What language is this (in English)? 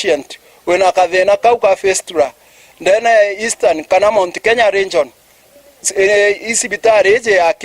Meru